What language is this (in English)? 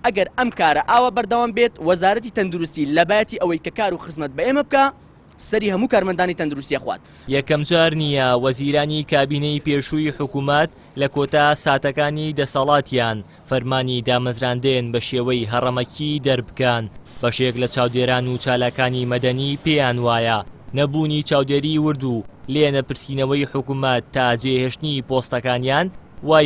Central Kurdish